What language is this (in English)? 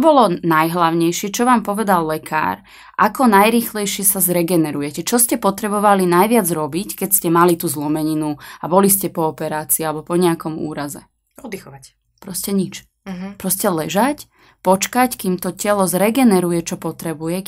Slovak